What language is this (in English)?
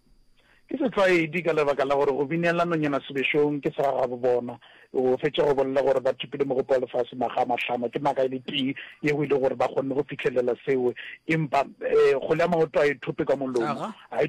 Northern Sotho